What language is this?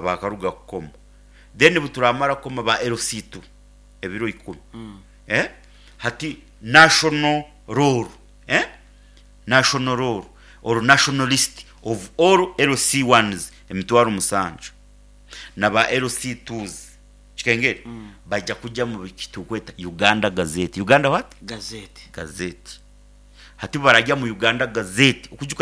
Nyoro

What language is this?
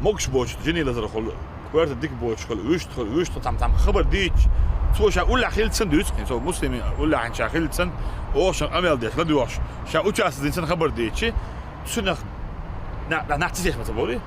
Chechen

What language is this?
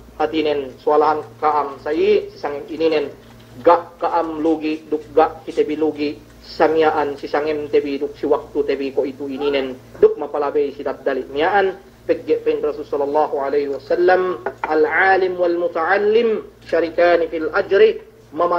Yakan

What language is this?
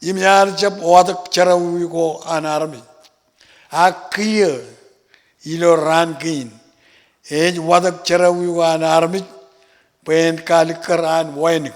Marshallese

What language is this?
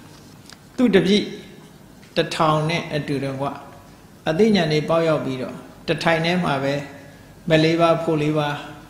Burmese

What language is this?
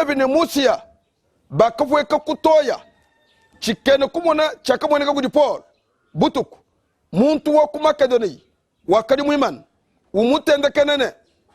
Luba-Lulua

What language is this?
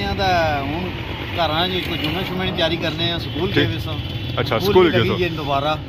Pahari-Potwari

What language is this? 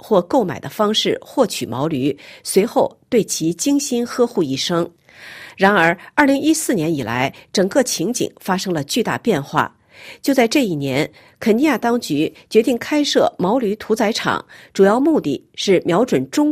Chinese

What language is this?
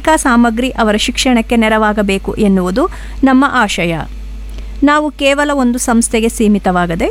Kannada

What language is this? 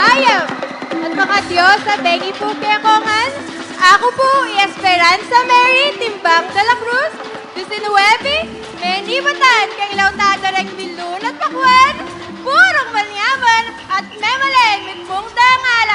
Pampanga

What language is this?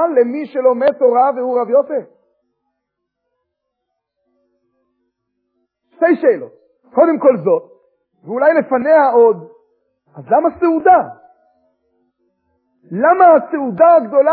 Hebrew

